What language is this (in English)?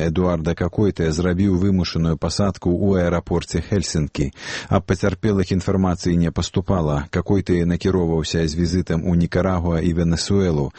Belarusian